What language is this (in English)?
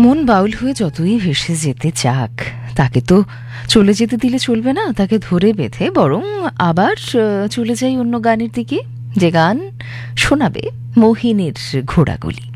Bangla